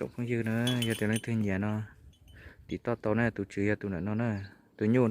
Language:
Hmong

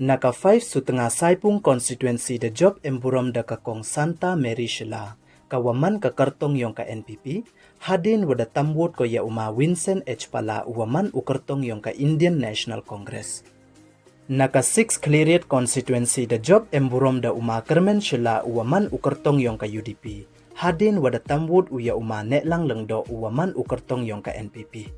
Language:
Pnar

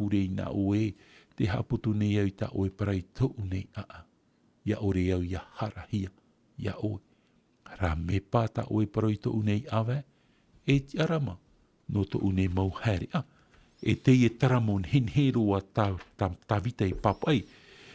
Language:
Tahitian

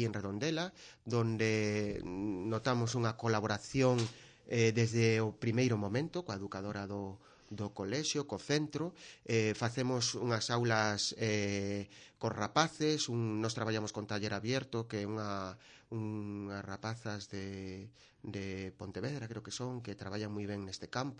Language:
Galician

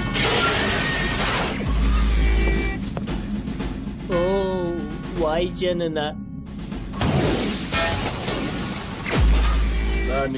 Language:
Turkish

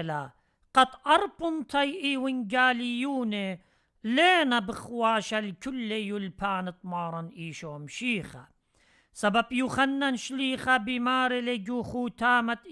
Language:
Assyrian Neo-Aramaic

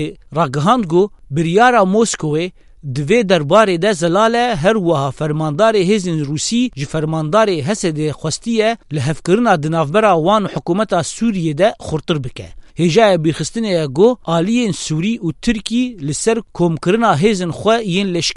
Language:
Kurdish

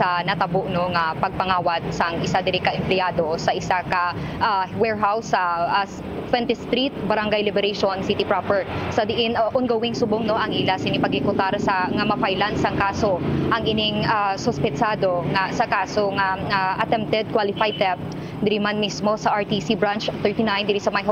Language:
Hiligaynon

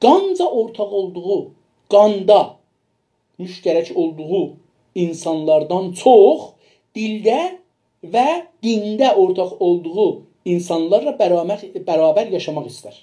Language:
South Azerbaijani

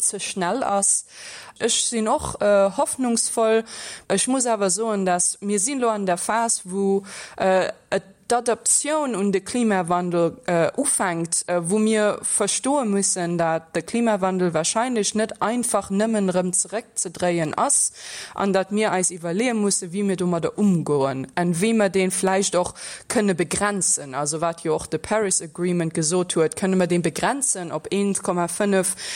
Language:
Luxembourgish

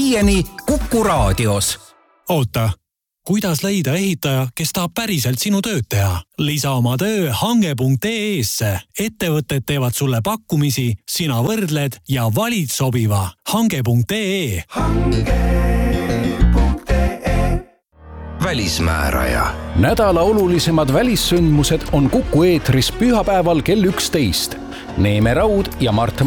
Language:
Estonian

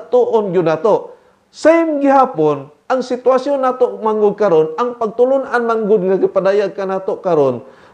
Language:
Cebuano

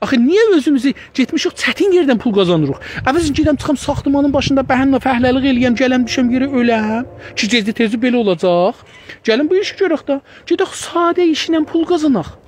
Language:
South Azerbaijani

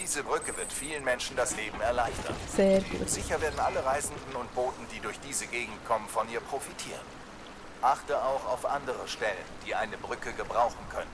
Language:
Swiss German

